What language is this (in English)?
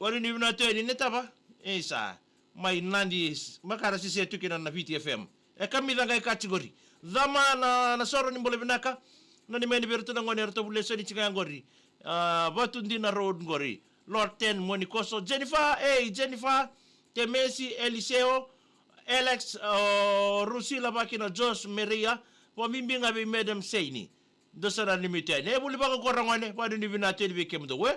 Fijian